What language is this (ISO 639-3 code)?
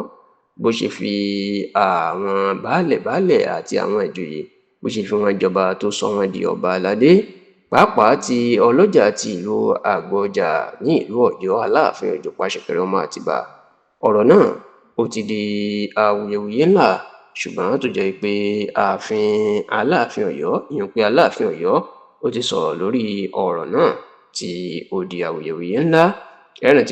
yor